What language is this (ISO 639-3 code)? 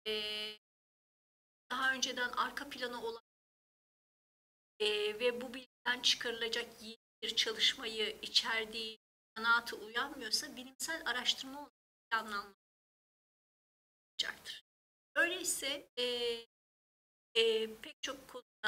tur